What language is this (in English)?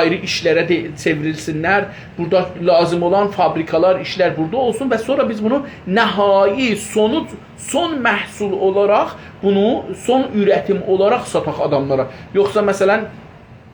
South Azerbaijani